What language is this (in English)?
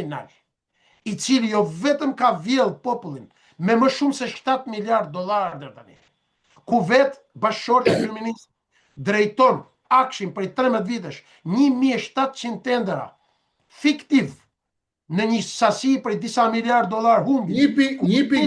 Albanian